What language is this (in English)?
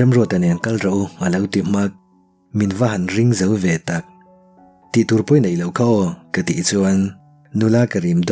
Mizo